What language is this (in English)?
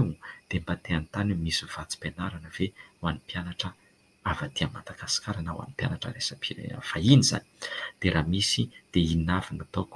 Malagasy